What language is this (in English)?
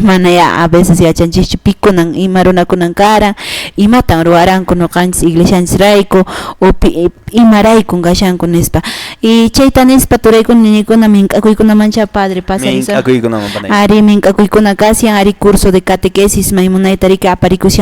Quechua